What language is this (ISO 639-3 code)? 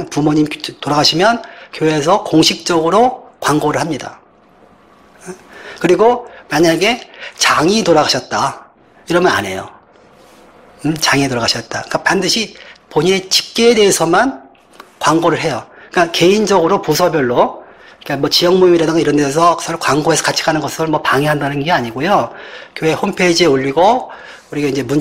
kor